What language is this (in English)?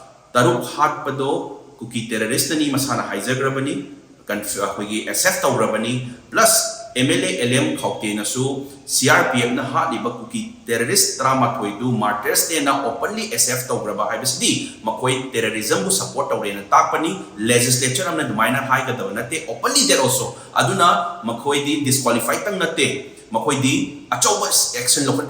Manipuri